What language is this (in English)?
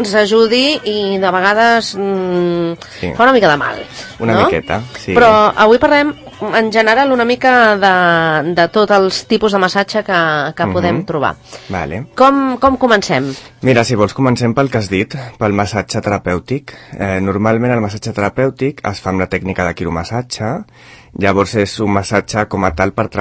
Catalan